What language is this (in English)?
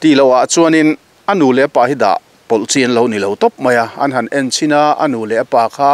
Mizo